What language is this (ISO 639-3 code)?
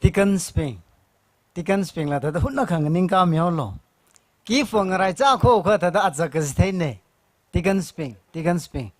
nmf